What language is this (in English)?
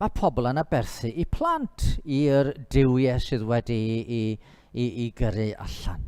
Welsh